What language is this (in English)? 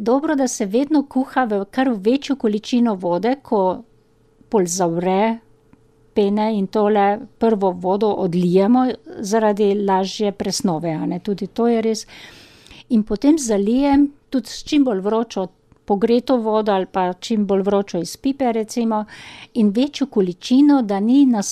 Slovenian